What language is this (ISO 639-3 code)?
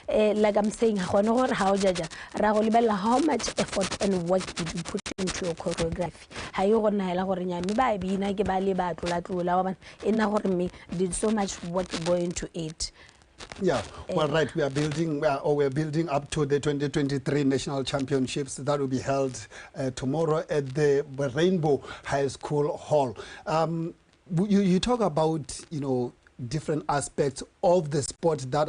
tsn